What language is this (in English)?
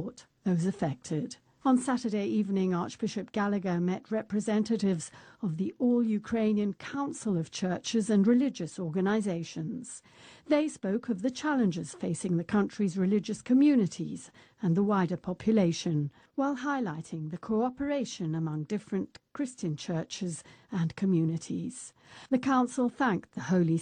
English